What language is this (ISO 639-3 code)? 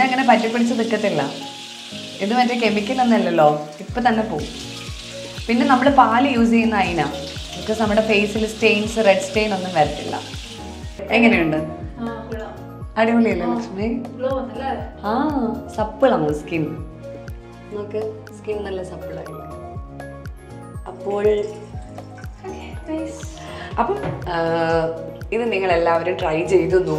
mal